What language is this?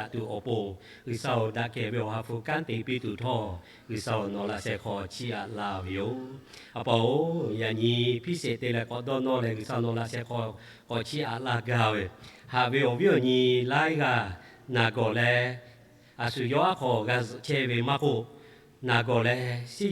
Lahu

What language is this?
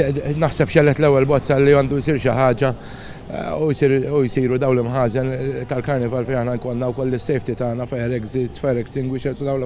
Maltese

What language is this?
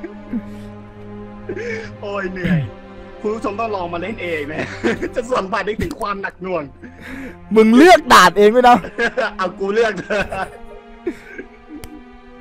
Thai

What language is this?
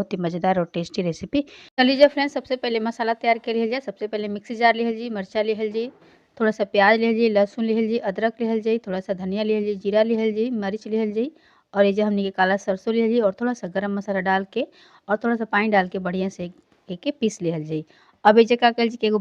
Bhojpuri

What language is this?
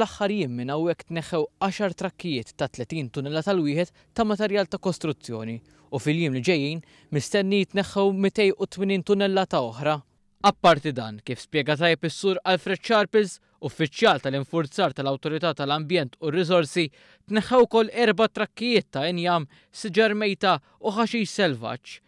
Maltese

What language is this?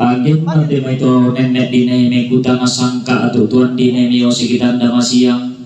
Toraja-Sa'dan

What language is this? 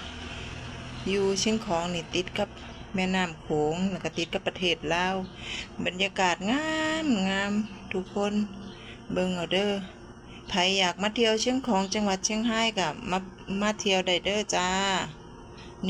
Lao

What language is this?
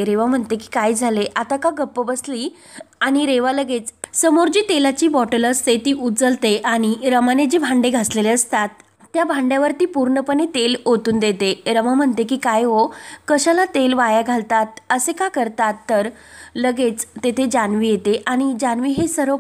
Marathi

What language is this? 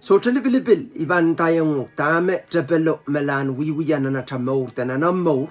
Pohnpeian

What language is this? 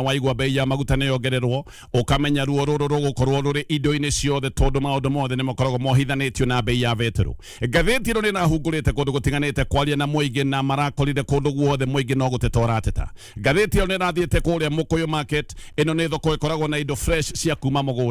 Kikuyu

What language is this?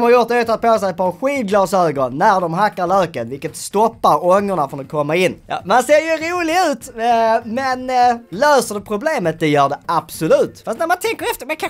Swedish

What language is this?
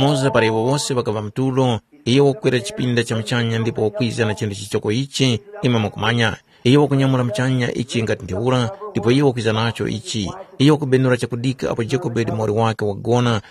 Tumbuka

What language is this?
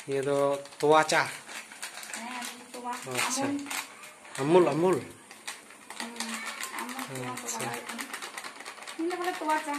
Santali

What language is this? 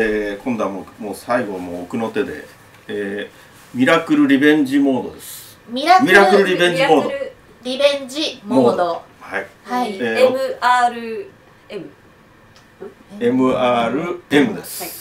Japanese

